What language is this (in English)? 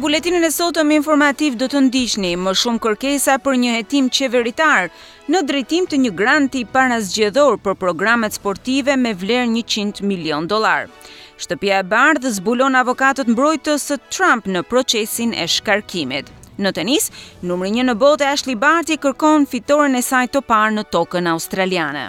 Albanian